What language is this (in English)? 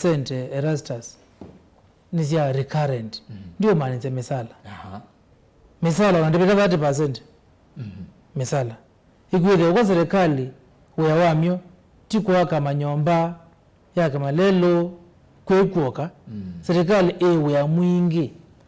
Kamba